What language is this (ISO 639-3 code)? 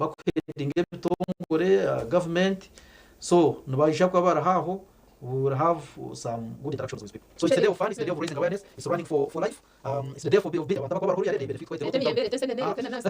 nyn